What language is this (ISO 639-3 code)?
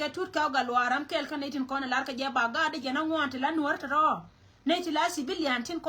nus